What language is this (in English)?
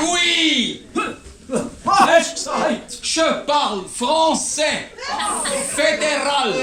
Swiss German